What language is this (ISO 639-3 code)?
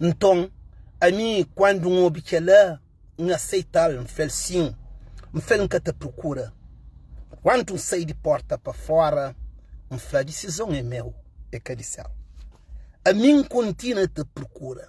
kea